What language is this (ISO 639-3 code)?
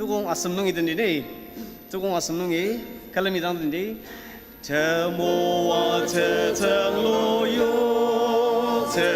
njo